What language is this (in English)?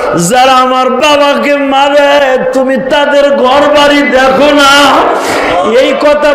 Bangla